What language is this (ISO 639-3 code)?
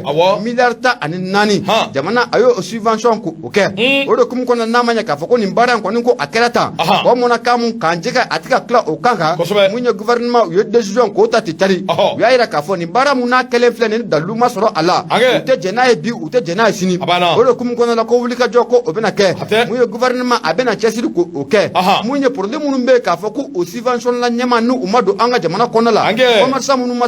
bam